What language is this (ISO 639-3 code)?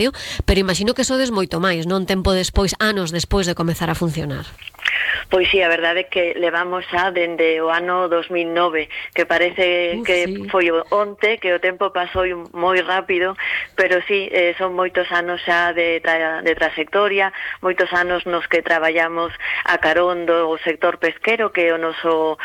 glg